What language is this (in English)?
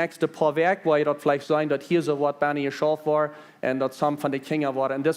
Plautdietsch